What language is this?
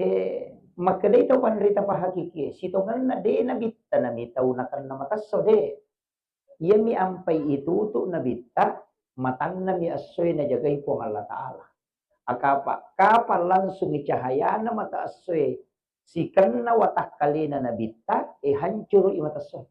Buginese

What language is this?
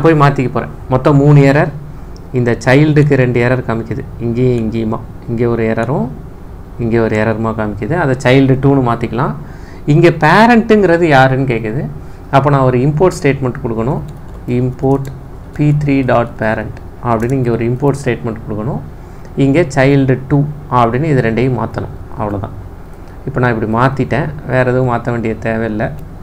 Tamil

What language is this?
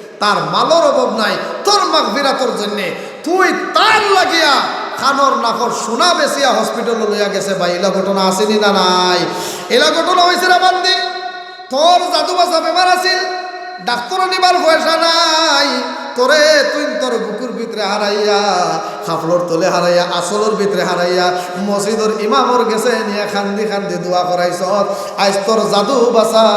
Sylheti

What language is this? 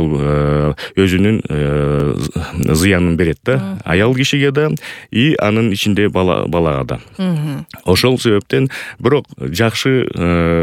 Kyrgyz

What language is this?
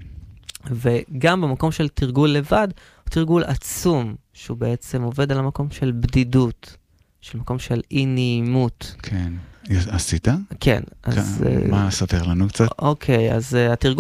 Hebrew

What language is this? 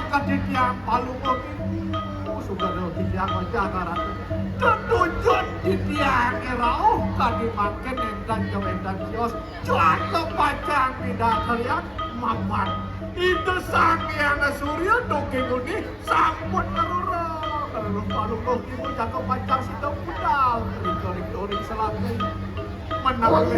Balinese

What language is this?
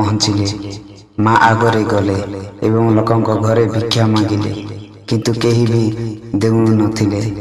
Odia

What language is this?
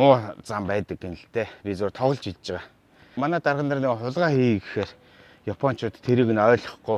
Mongolian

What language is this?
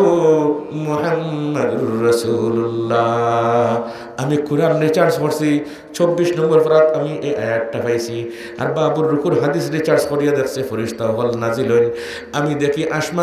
Sylheti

